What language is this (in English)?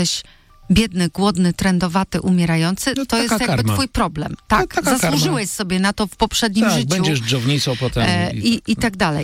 Polish